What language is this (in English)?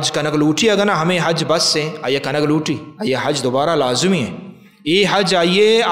Baluchi